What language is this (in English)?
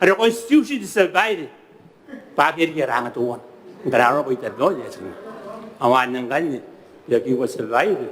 Gilbertese